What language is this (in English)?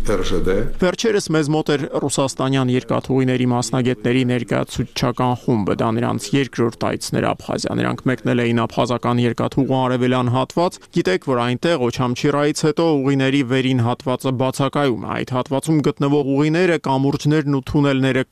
Armenian